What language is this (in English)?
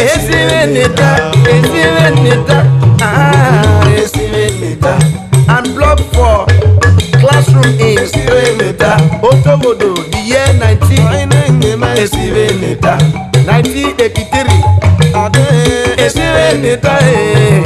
Urhobo